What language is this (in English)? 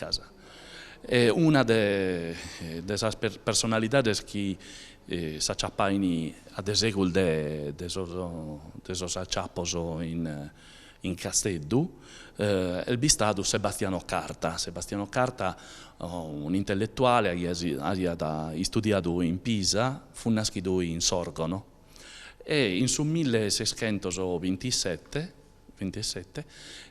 Sardinian